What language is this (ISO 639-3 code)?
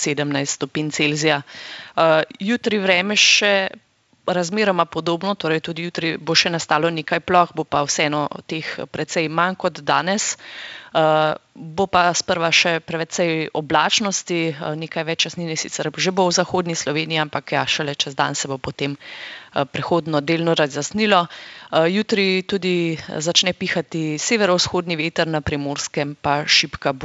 slv